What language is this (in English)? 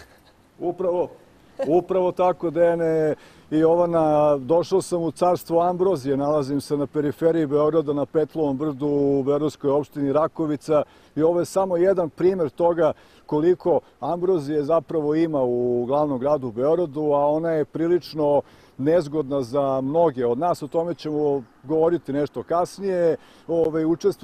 Serbian